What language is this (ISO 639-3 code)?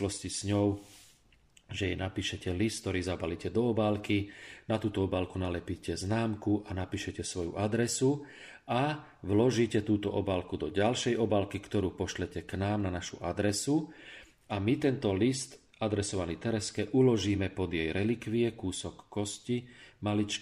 slk